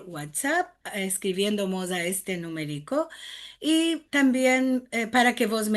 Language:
Ladino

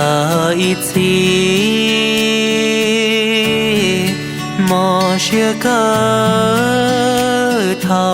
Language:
Hmong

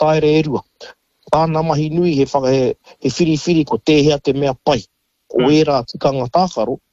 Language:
Māori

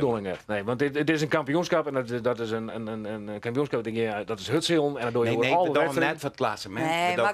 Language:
Western Frisian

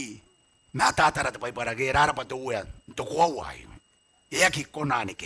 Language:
Gilbertese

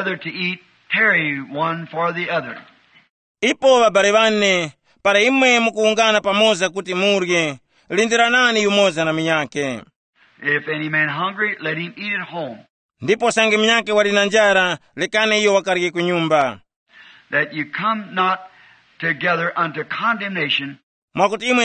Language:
Tumbuka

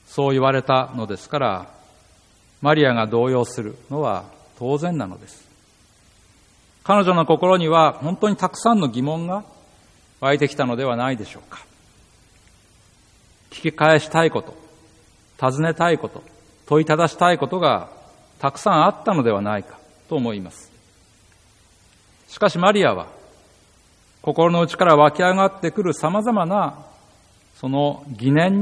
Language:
Japanese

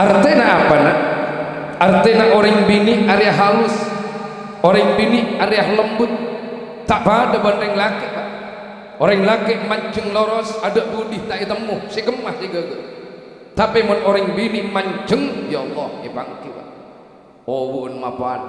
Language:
Madurese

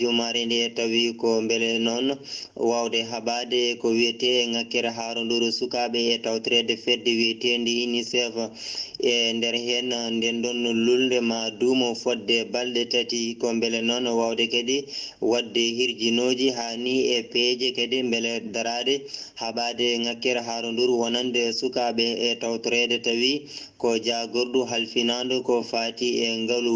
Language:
Fula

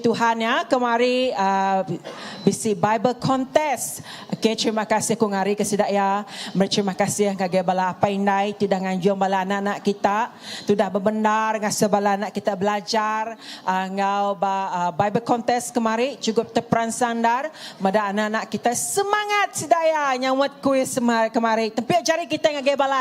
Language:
Iban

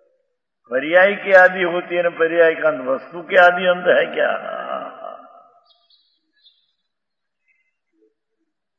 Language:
Hindi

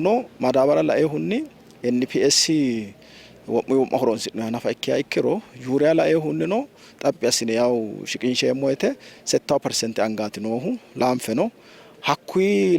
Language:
Sidamo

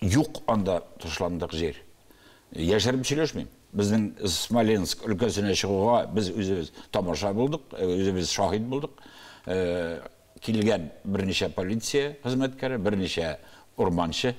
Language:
Tatar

